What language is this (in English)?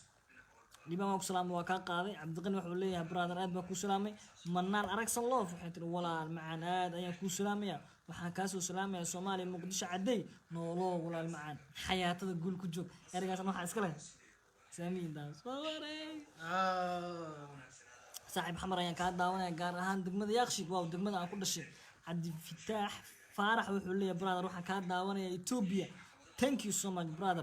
Somali